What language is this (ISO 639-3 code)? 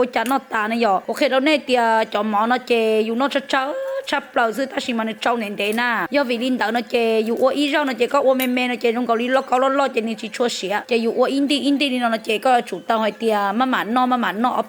hmn